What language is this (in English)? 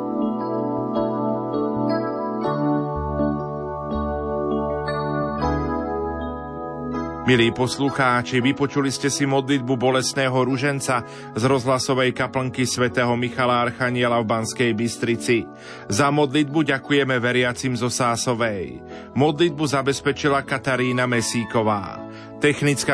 Slovak